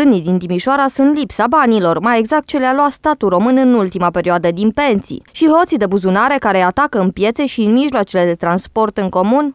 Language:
Romanian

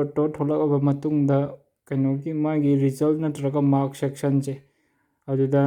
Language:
Manipuri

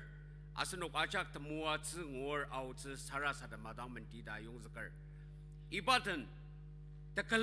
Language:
Ao Naga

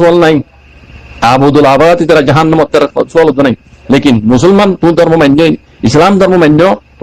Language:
Rohingya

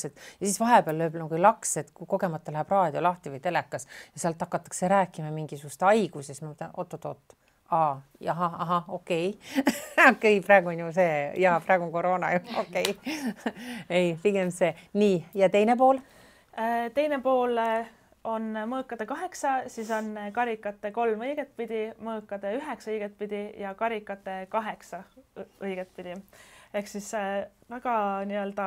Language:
Estonian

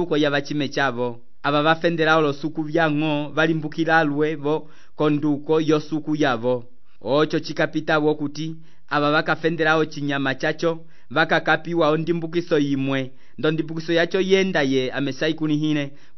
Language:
Umbundu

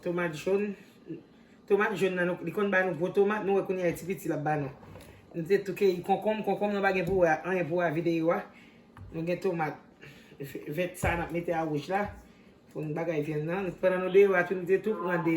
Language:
Haitian Creole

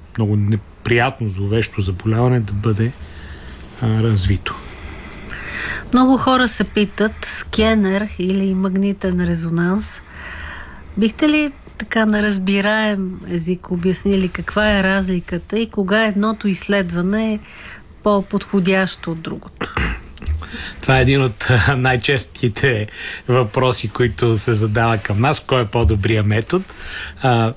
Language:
Bulgarian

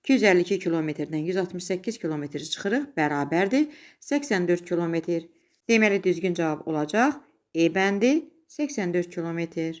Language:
Azerbaijani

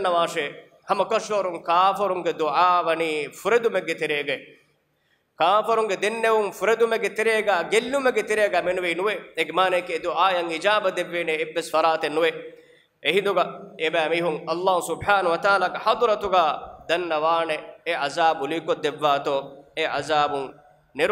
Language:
Divehi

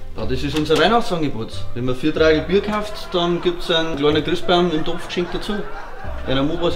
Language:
Bavarian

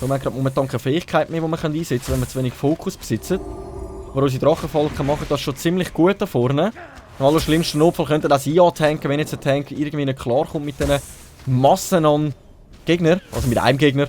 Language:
Swiss German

